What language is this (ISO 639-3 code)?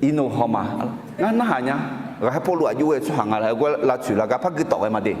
ahk